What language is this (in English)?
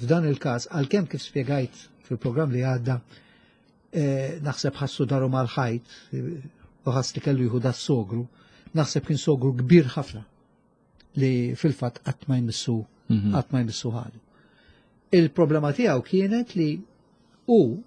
Maltese